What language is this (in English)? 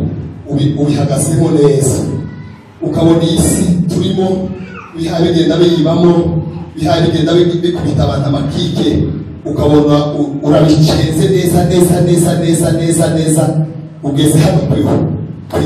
Kinyarwanda